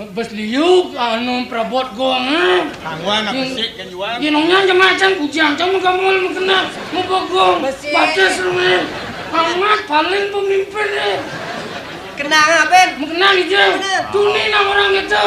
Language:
Balinese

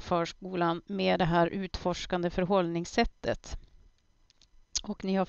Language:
Swedish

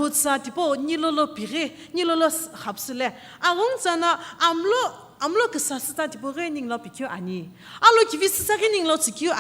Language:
Sumi Naga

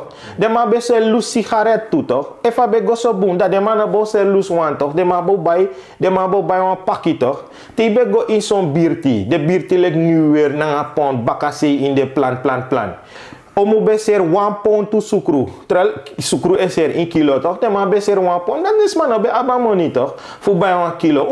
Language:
Sranan Tongo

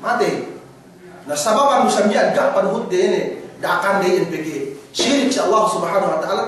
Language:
Yakan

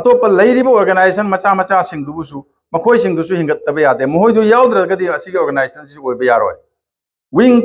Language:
Manipuri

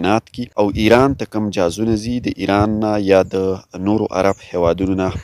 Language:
Pashto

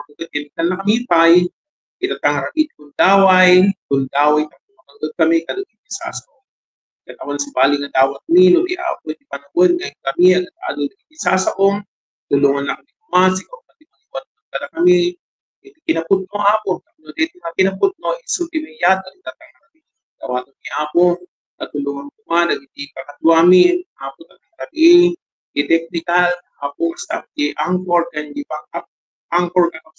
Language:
Iloko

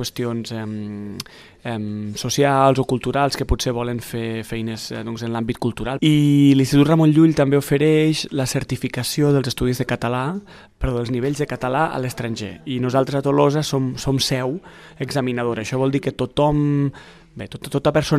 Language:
Catalan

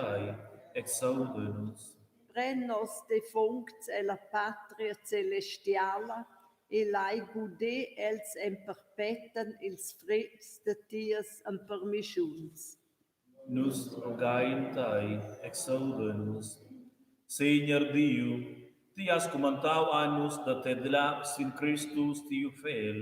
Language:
Romansh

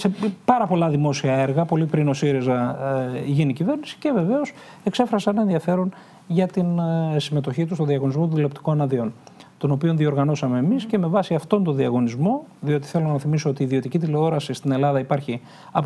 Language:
Greek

